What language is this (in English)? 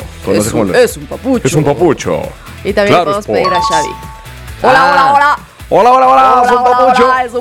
Spanish